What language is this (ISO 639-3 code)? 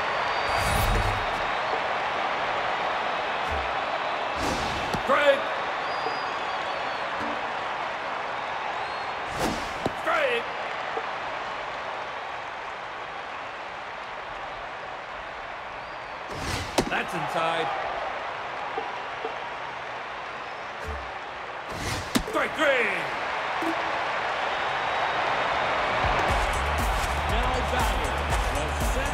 eng